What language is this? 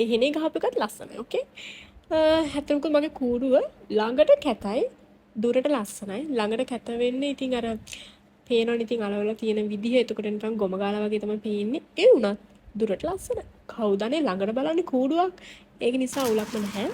Sinhala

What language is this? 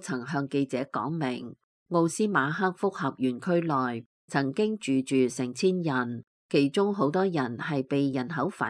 Cantonese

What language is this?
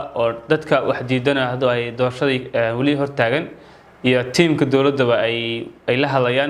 Somali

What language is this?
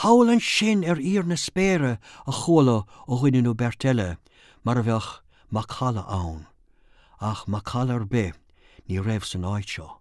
Irish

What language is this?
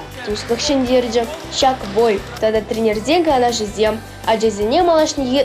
Chuvash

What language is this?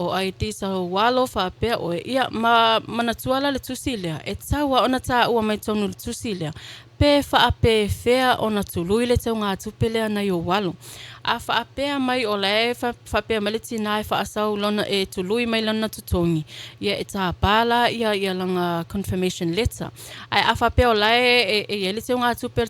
Samoan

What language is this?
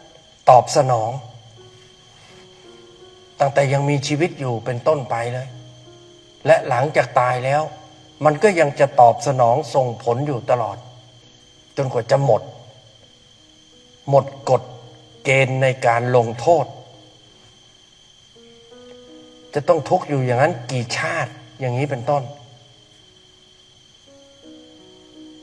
Thai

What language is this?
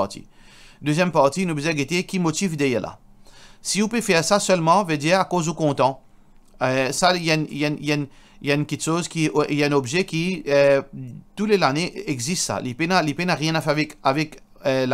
Morisyen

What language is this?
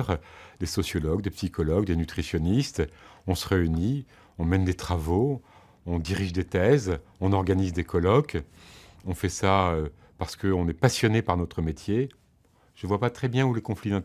French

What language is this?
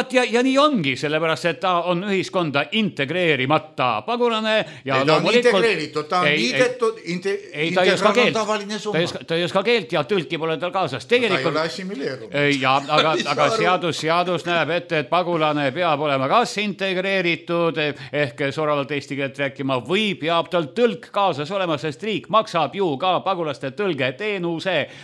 Estonian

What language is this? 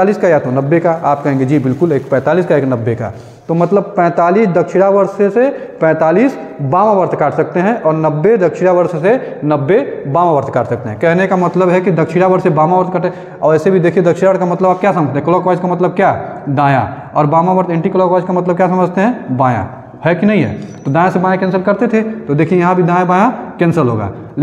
Hindi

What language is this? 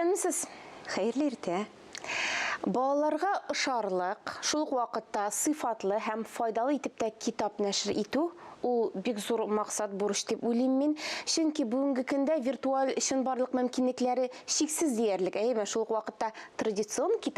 Tatar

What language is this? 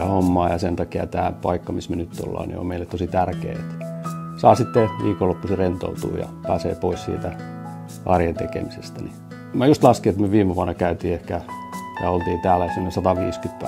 Finnish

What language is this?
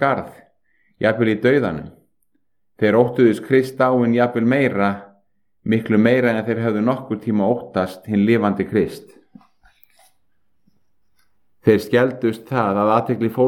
Icelandic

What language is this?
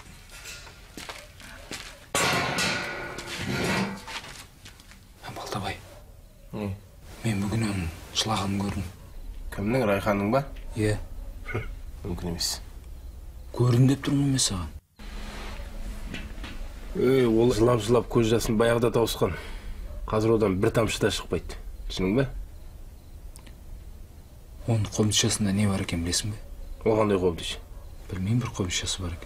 Kazakh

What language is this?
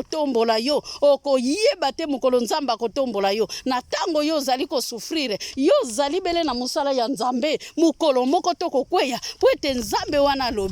Lingala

